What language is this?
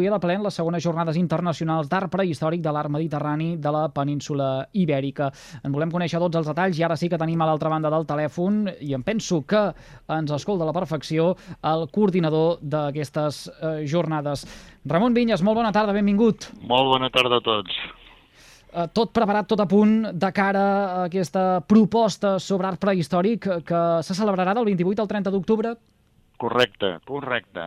Catalan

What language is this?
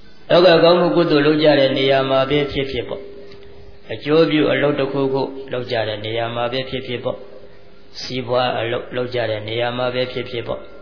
Burmese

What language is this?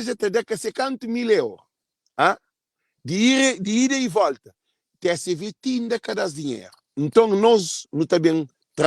Kabuverdianu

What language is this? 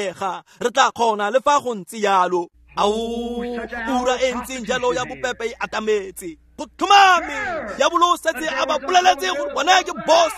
Tswana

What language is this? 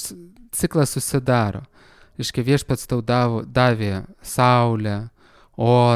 Lithuanian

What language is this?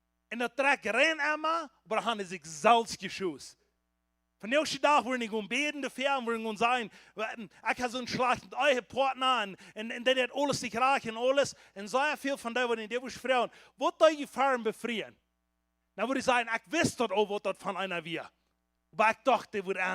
Plautdietsch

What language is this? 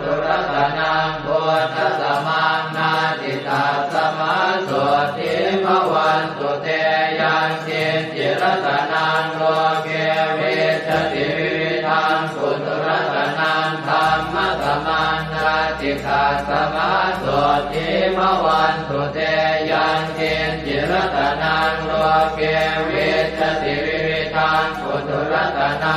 Pali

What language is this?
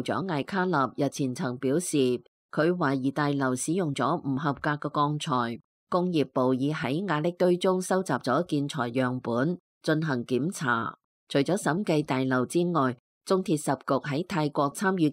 Cantonese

